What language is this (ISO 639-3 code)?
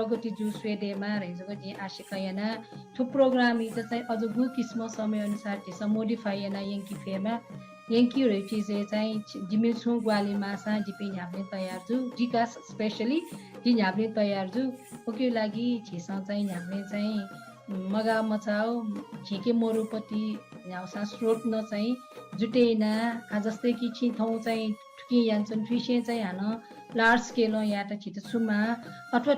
new